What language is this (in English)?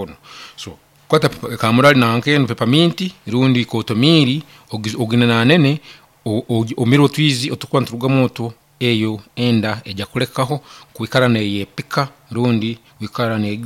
Nyankole